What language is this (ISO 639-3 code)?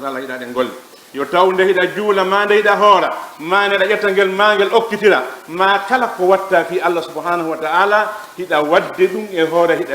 ful